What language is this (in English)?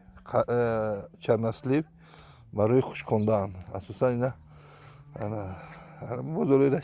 Tajik